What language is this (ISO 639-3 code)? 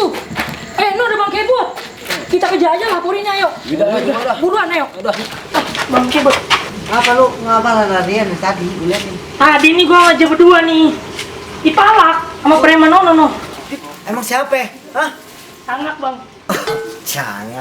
bew